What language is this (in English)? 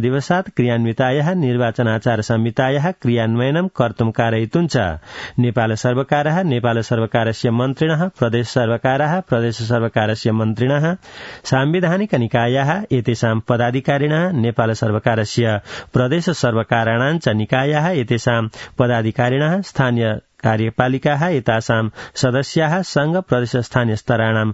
Sanskrit